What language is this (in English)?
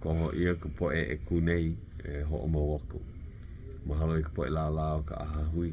Hawaiian